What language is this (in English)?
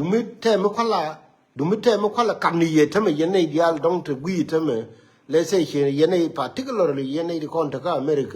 Nuer